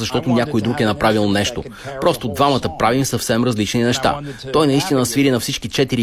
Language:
Bulgarian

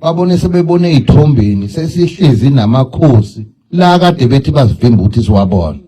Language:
Zulu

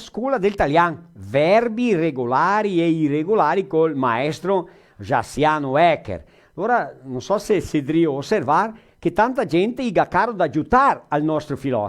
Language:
Venetian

